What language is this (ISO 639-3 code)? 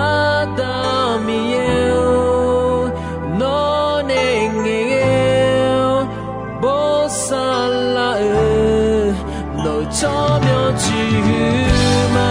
ahk